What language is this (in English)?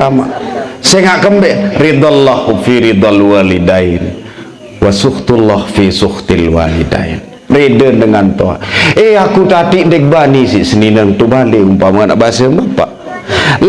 Sasak